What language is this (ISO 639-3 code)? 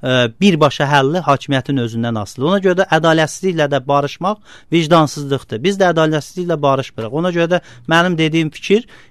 aze